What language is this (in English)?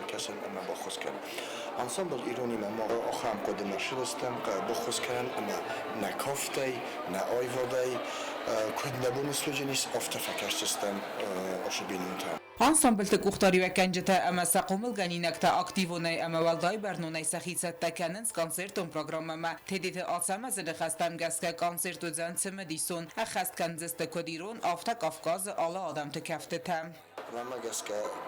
Ossetic